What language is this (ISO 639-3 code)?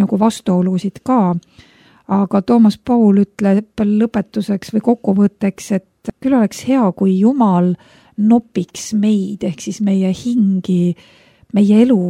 est